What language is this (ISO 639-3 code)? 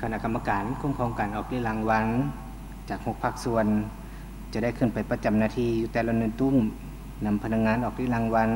lao